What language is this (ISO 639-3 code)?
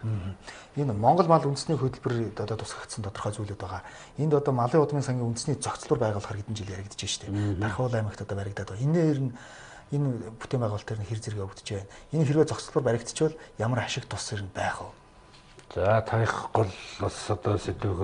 mon